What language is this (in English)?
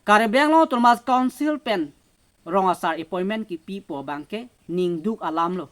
Karbi